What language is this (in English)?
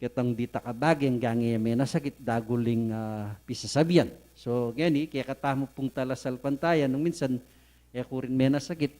Pampanga